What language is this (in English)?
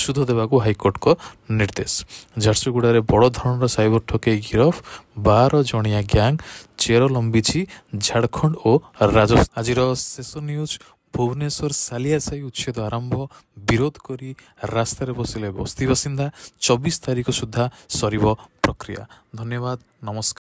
Odia